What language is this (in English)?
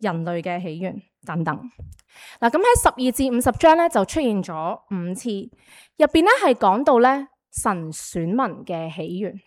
Cantonese